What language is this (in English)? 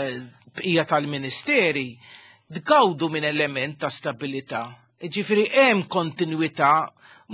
Maltese